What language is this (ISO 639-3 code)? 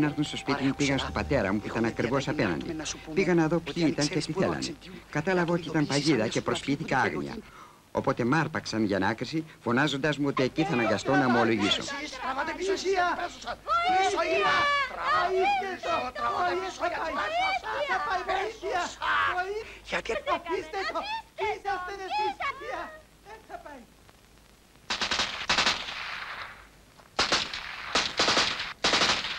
ell